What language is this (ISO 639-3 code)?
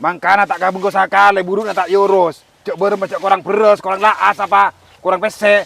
mad